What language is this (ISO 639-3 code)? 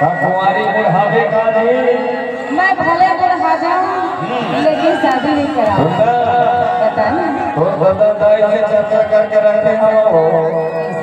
hne